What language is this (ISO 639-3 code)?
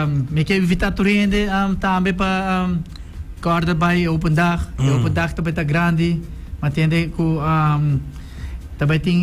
pap